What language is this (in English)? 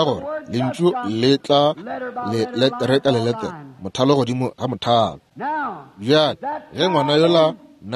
Northern Sotho